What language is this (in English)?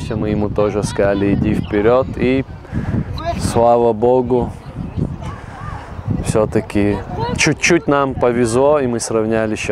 Russian